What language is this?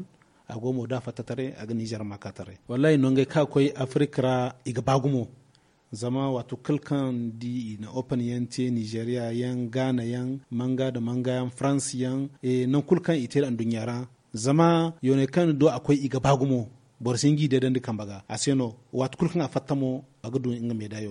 Zarma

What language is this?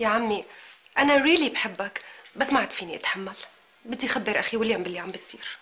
North Levantine Arabic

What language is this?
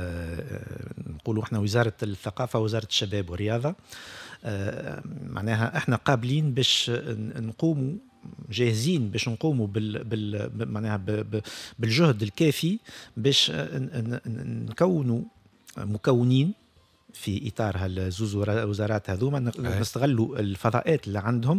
Tunisian Arabic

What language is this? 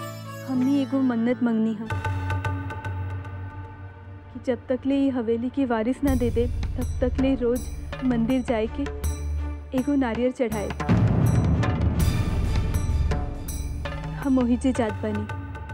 Bhojpuri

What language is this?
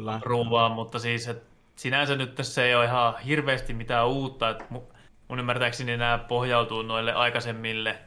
Finnish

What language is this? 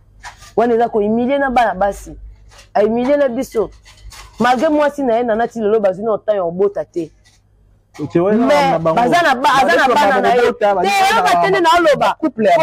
Lingala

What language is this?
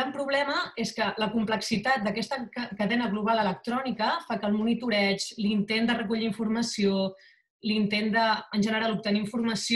Catalan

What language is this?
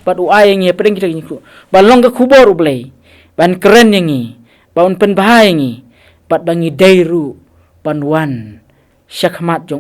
Khasi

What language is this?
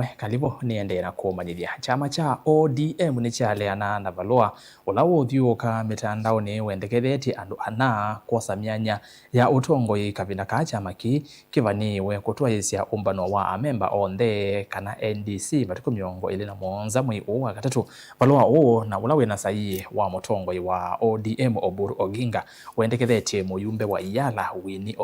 Kamba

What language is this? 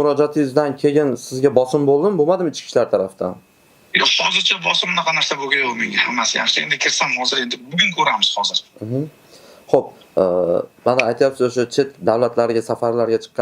Uzbek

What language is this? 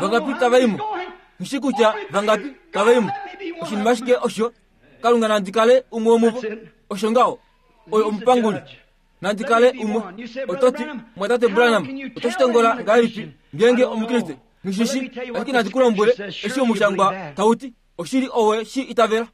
Kuanyama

